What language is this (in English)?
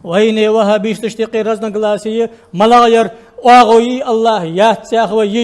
Ingush